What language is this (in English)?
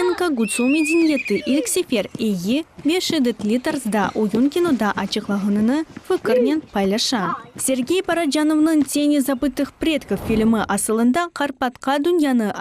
Crimean Tatar